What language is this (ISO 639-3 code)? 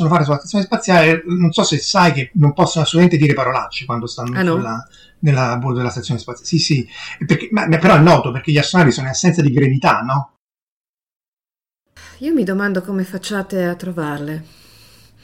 ita